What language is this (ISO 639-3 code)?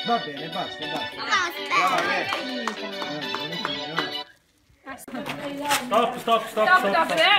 ita